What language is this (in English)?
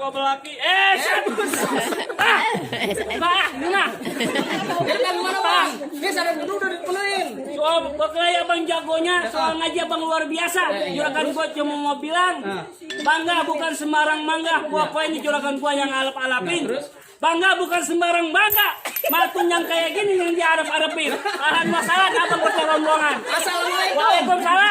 Betawi